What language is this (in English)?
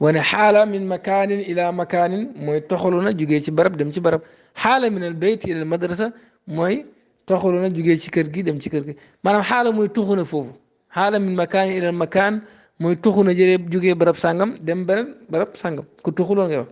Wolof